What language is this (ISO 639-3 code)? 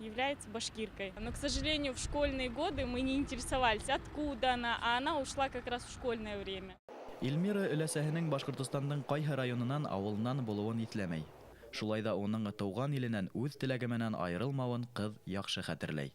bak